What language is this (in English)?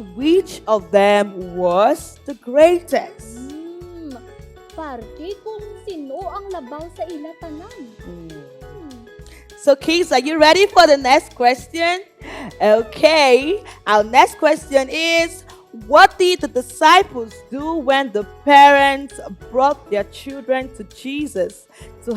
Hiligaynon